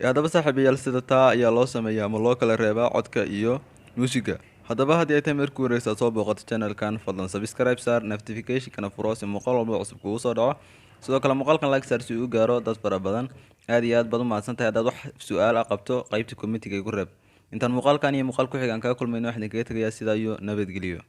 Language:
Somali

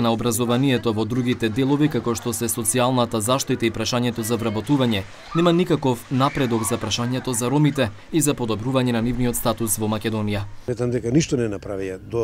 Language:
Macedonian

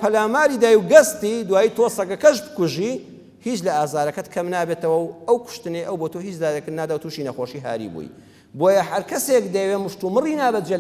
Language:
Central Kurdish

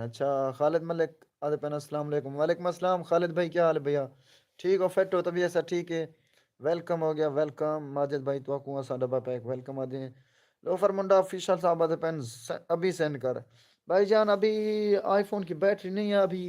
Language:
Saraiki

